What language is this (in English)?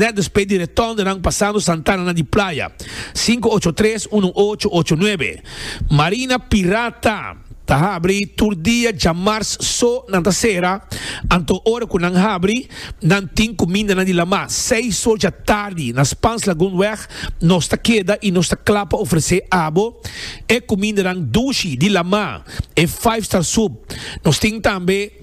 Papiamento